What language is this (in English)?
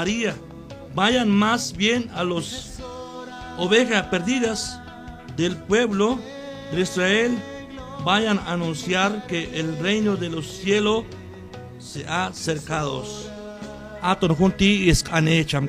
Q'anjob'al